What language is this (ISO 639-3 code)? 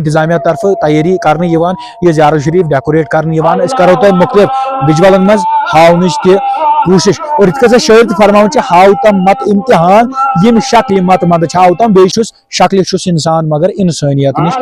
kas